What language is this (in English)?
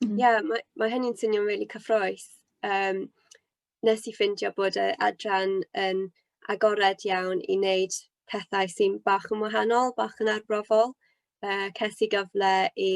Welsh